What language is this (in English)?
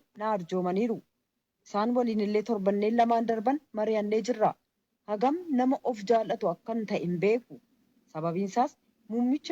Oromo